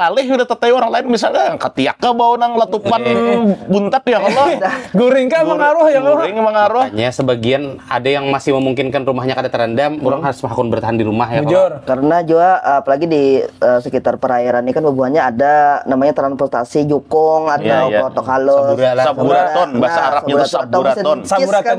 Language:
Banjar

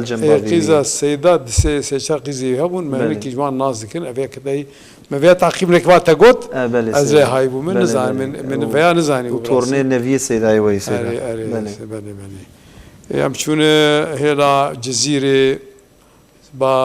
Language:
Kurdish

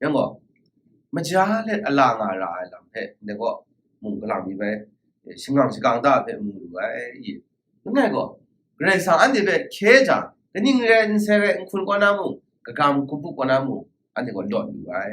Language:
Kachin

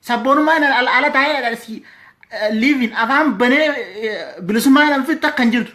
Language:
Oromo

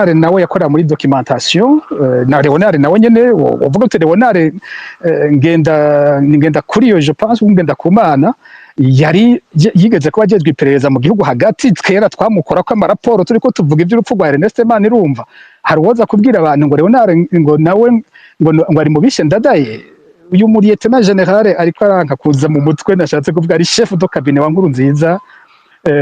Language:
Rundi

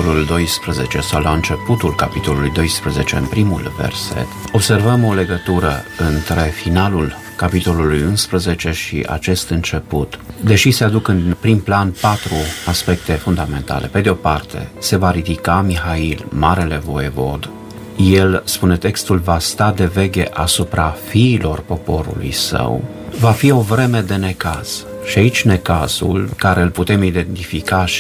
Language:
Romanian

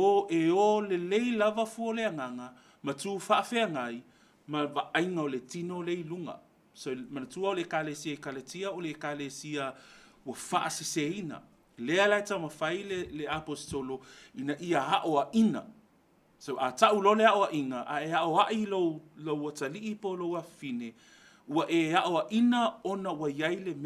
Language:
Samoan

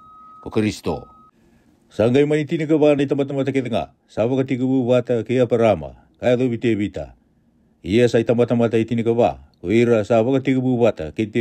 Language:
Fijian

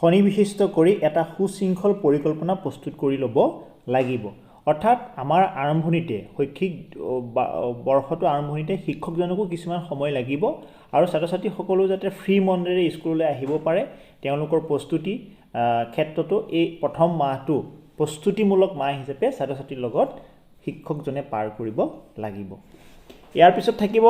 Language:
Assamese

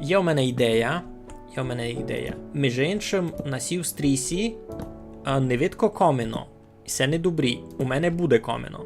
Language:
Rusyn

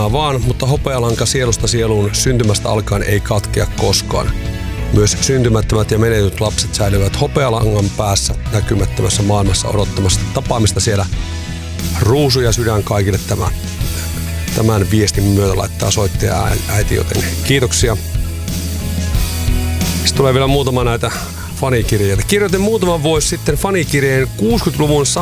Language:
Finnish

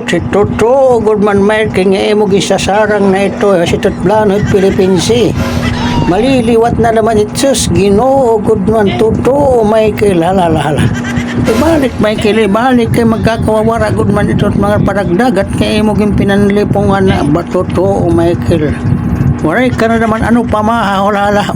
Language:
Waray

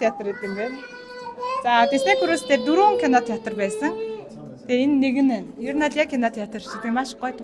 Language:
Mongolian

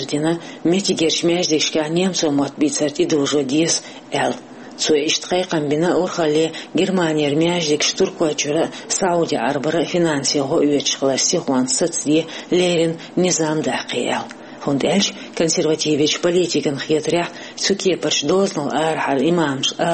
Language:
Chechen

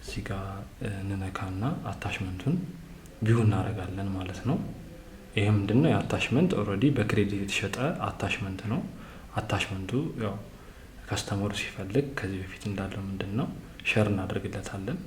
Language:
Amharic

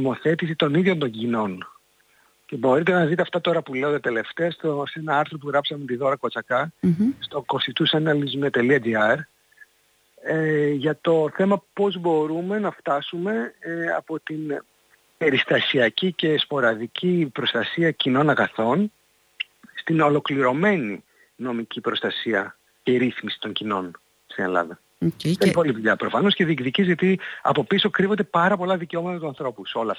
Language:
Greek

